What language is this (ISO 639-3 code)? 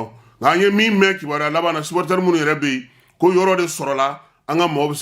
bam